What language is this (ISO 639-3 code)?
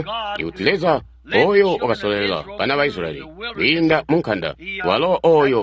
toi